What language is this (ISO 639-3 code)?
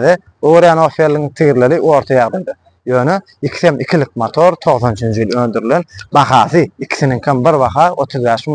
tuk